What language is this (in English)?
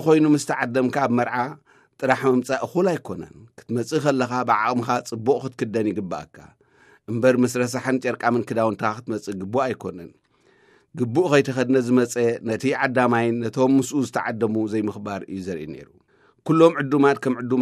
Tigrinya